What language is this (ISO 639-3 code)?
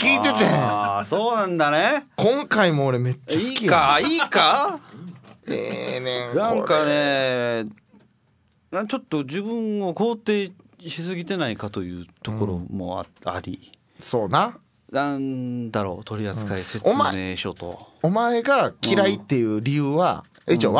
jpn